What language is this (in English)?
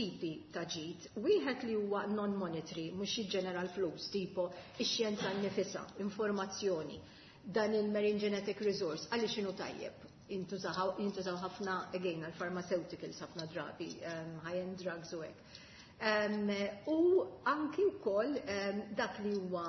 Maltese